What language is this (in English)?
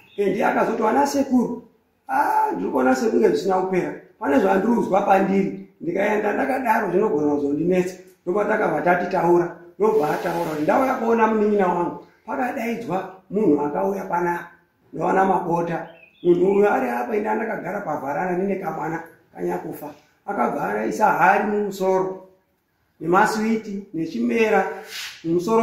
Shona